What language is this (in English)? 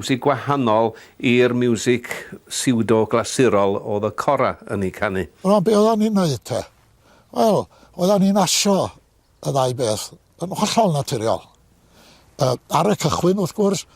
Welsh